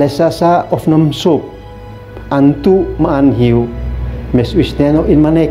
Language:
Uab Meto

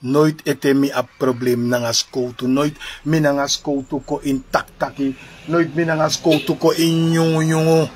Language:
Sranan Tongo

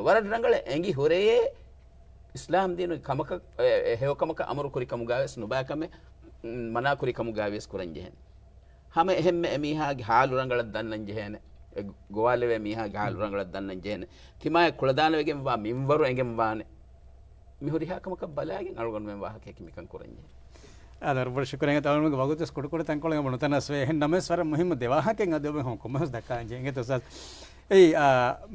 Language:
Divehi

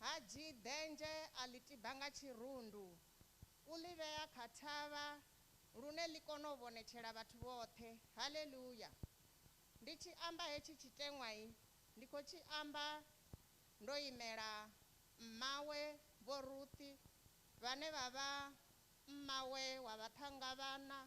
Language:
Venda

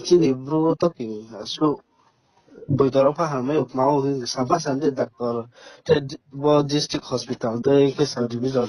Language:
Riang (India)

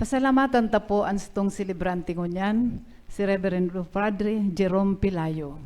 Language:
Bikol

